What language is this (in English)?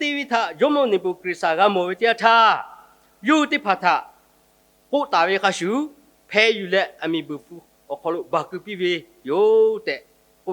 Lahu